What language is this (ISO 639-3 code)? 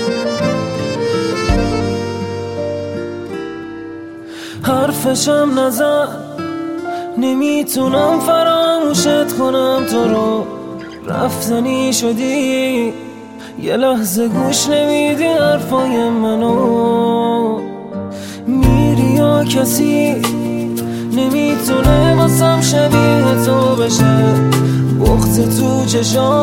fas